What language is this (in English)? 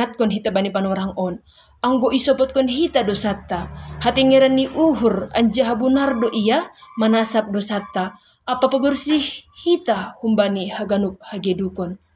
Batak Simalungun